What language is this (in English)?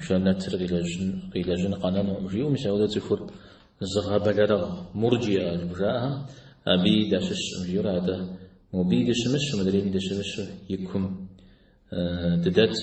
Kabardian